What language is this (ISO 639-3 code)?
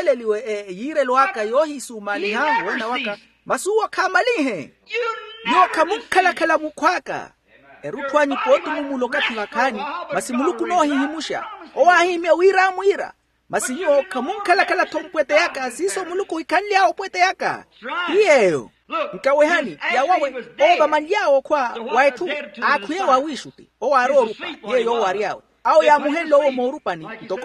vmw